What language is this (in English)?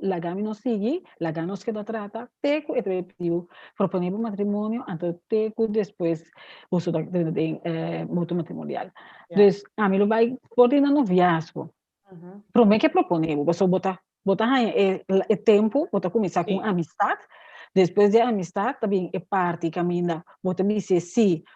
Papiamento